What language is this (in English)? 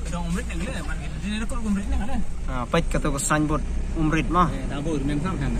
Khasi